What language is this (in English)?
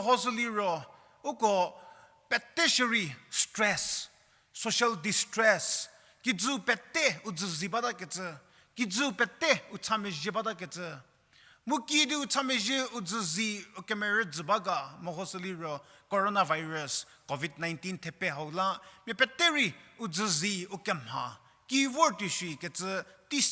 Angami Naga